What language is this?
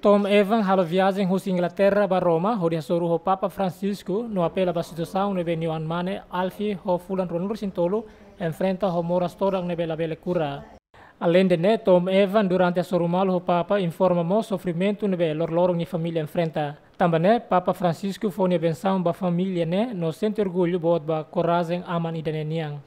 Tetum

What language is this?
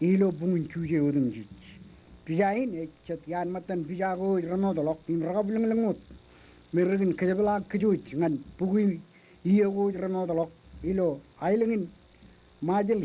Marshallese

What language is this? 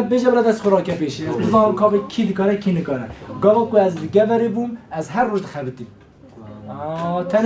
Kurdish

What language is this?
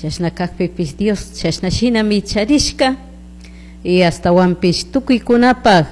Chimborazo Highland Quichua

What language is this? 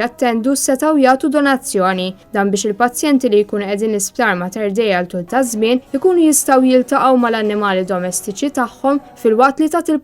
Maltese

